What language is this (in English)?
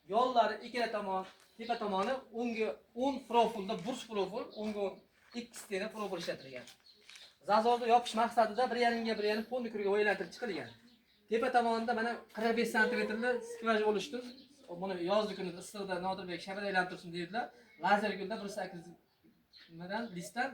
Uzbek